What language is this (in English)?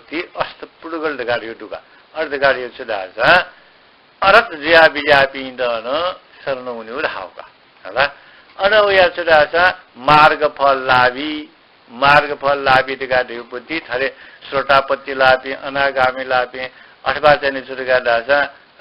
Newari